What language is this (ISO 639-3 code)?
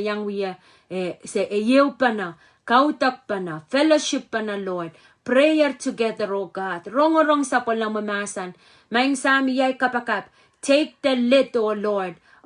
pon